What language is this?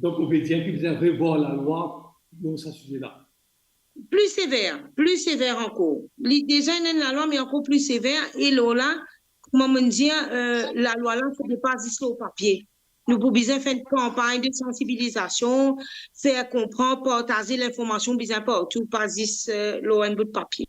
Morisyen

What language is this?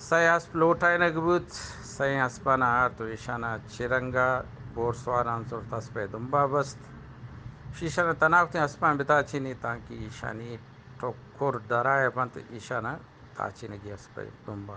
Eastern Balochi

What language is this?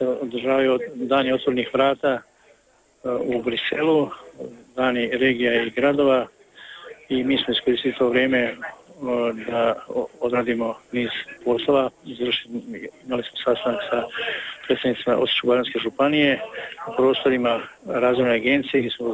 Croatian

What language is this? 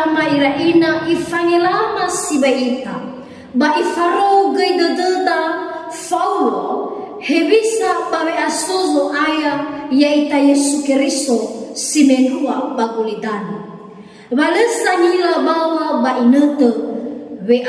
Nias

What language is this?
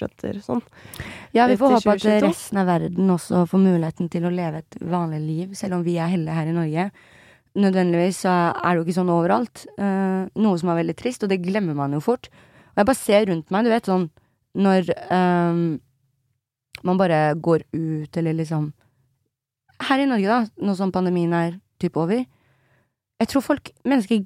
Norwegian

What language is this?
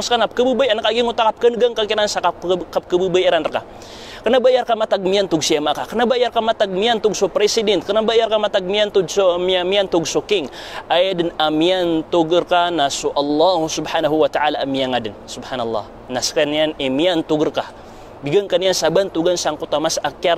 Maranao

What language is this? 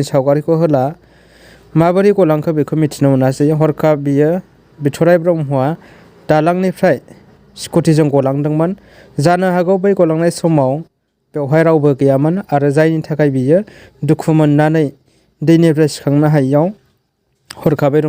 Bodo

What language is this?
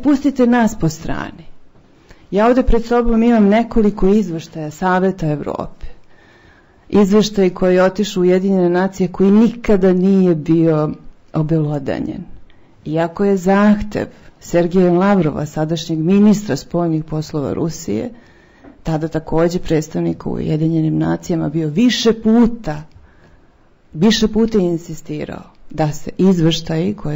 Serbian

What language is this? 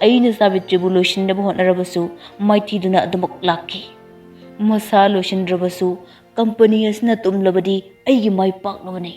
Manipuri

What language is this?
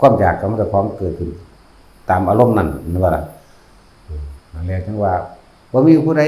Northeastern Thai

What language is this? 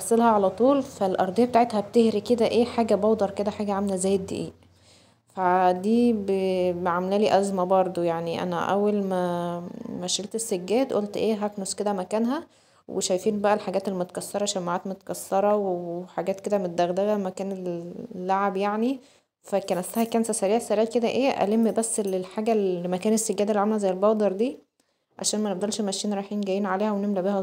Egyptian Arabic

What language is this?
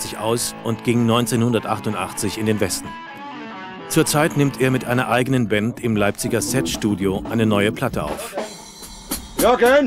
German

